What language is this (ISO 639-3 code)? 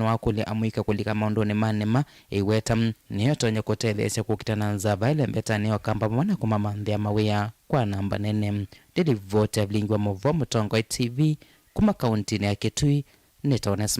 kam